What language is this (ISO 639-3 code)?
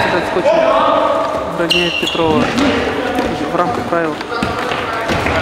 rus